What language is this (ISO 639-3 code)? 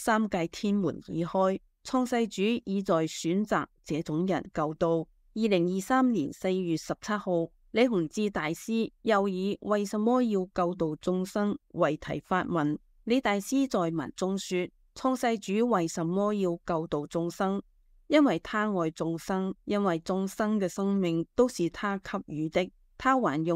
yue